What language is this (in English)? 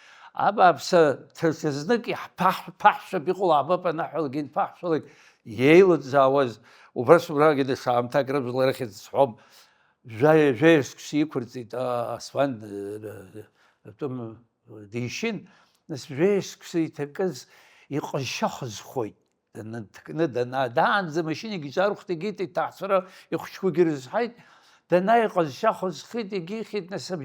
Abkhazian